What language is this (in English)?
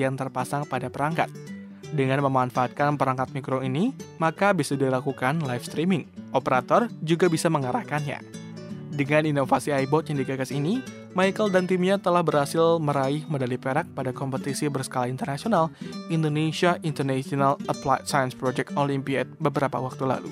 Indonesian